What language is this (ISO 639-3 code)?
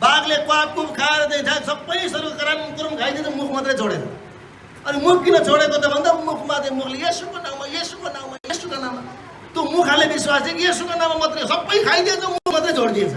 nep